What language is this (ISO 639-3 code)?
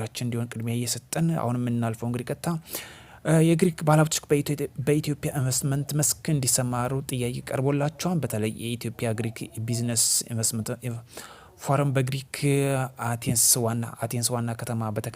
amh